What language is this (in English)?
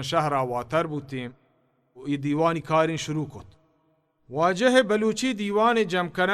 Baluchi